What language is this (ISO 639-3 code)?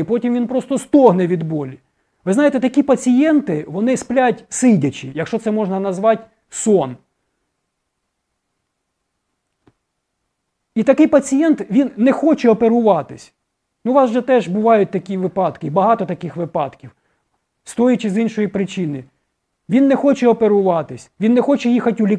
ukr